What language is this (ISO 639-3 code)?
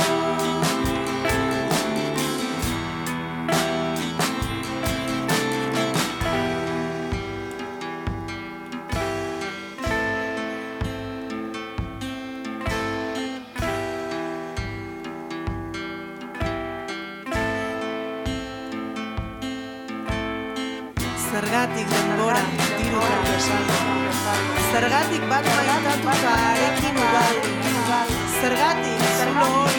eus